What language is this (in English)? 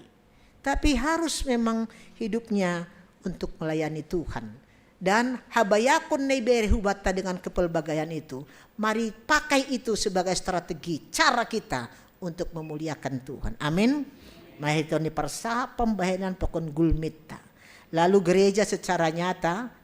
Batak Simalungun